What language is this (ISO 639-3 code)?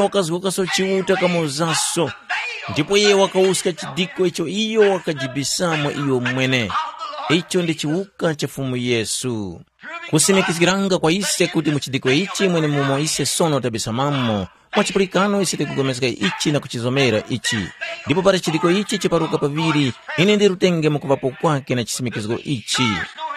tum